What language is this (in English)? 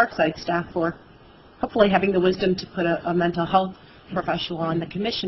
English